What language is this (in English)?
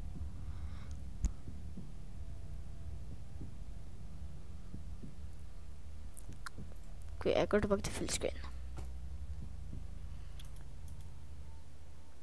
Norwegian